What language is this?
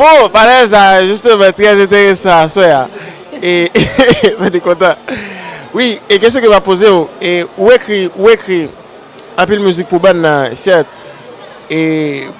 Haitian Creole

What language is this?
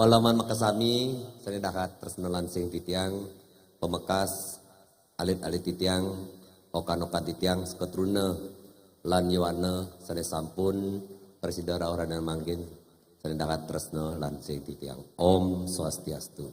Balinese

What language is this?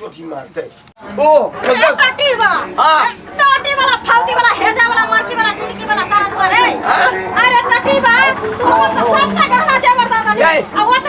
Maithili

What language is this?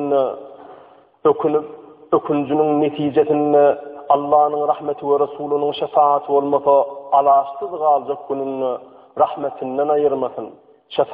Turkmen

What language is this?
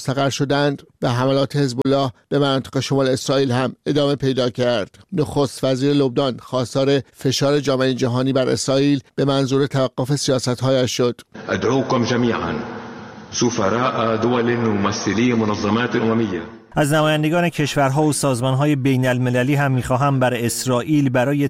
Persian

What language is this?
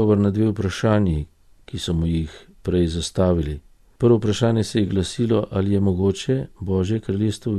Slovenian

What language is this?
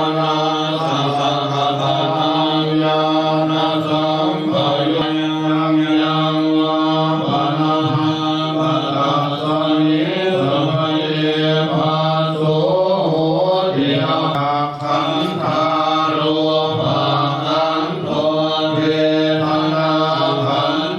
Pali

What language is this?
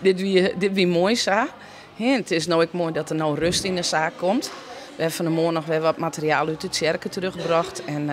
Western Frisian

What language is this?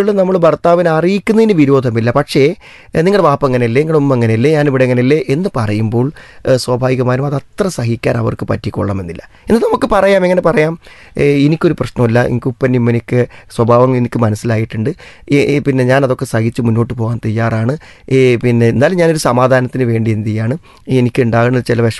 Malayalam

